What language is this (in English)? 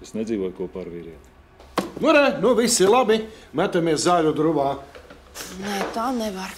Latvian